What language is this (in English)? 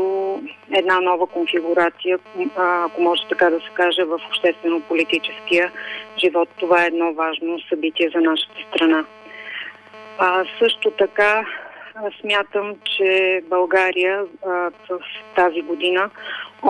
Bulgarian